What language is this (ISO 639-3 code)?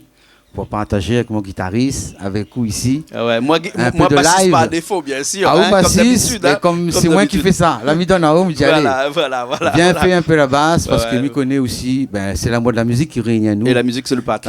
rcf